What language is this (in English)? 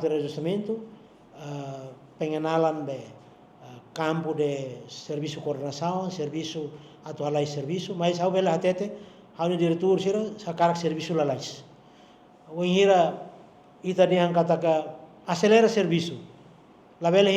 Tetum